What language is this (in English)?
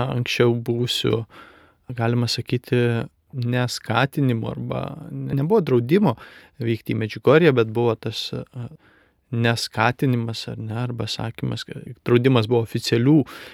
Lithuanian